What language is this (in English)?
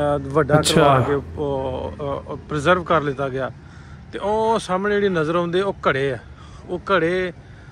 Punjabi